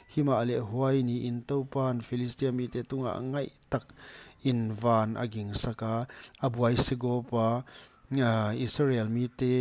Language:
Paite Chin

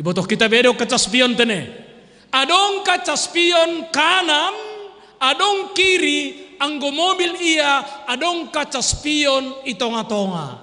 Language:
Batak Simalungun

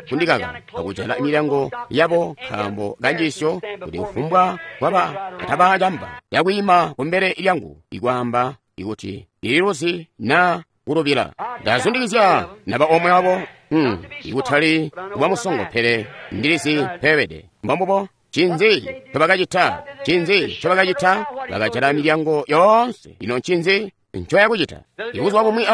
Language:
Tonga (Zambia)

